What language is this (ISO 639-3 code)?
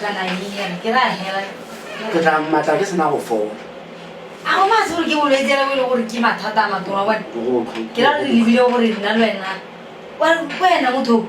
tsn